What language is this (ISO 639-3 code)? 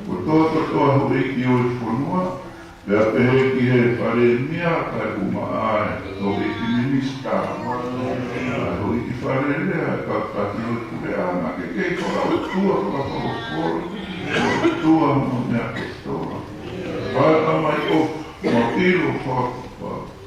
ton